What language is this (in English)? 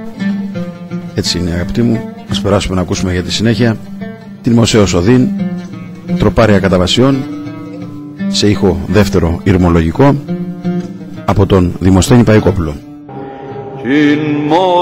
Greek